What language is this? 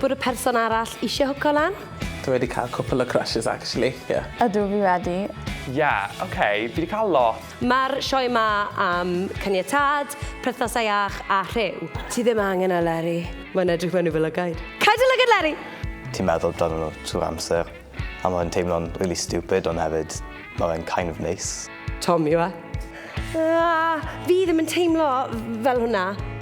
Welsh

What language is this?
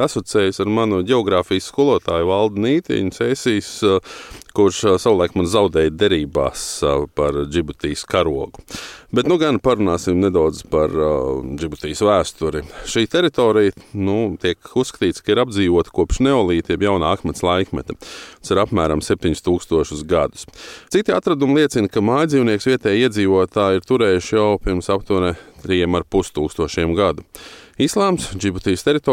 Latvian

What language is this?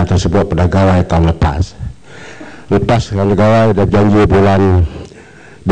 Malay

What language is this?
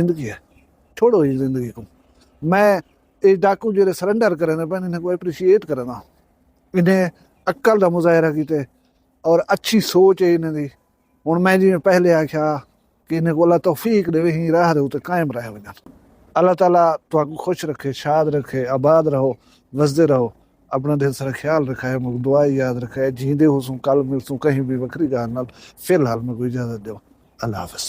Saraiki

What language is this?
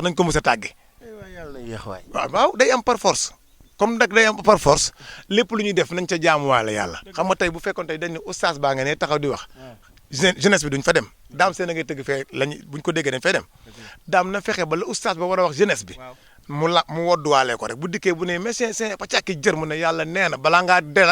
Wolof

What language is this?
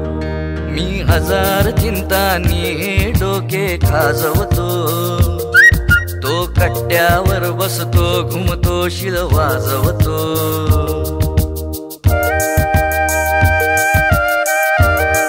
Marathi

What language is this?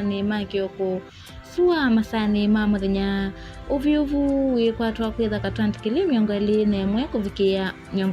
Kamba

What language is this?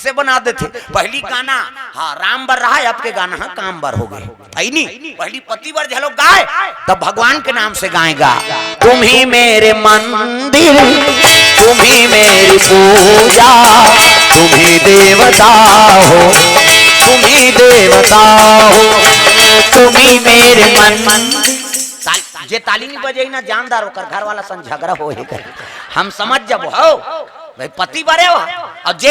Chhattisgarhi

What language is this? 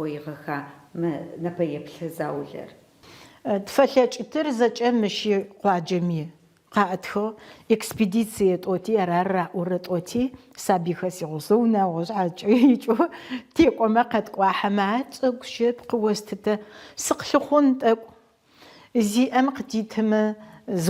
Adyghe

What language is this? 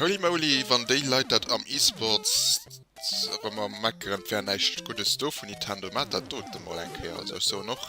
Luxembourgish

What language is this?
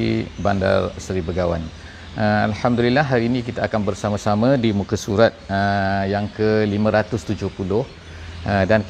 Malay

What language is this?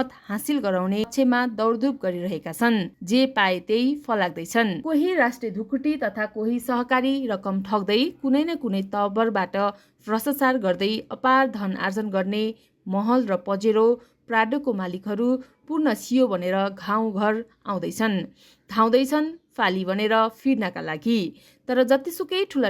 Nepali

